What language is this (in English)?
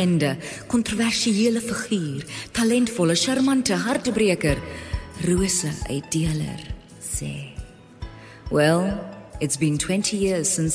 Afrikaans